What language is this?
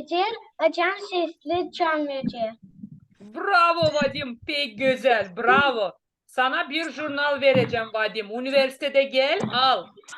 Gagauz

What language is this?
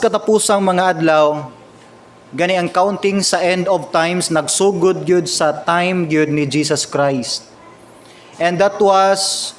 Cebuano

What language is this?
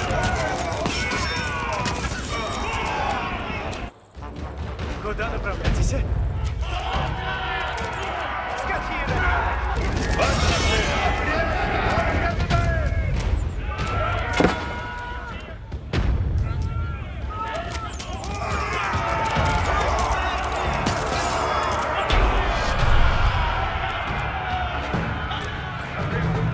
Russian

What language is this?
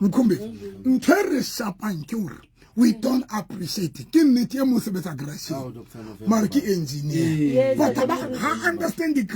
Southern Sotho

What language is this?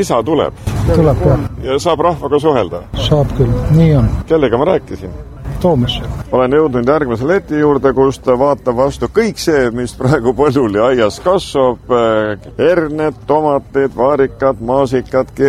Estonian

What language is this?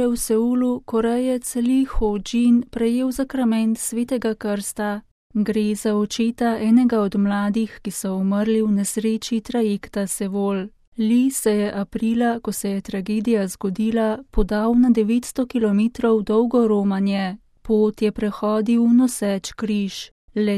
Slovenian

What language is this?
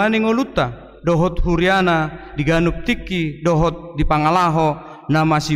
Batak Toba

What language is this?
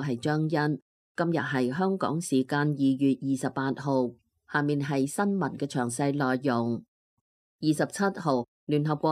Cantonese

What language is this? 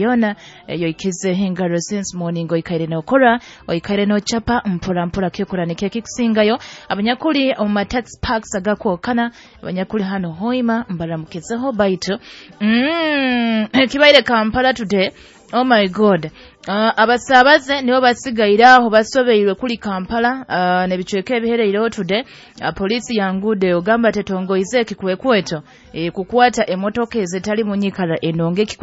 Nyoro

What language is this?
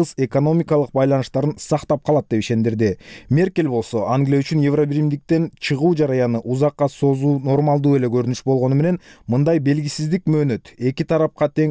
Kyrgyz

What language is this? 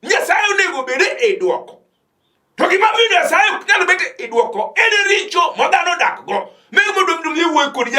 Luo (Kenya and Tanzania)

